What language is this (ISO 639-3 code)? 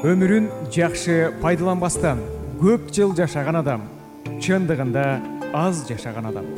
kir